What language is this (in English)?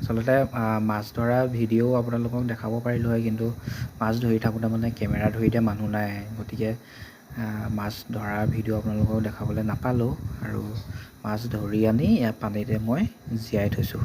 Assamese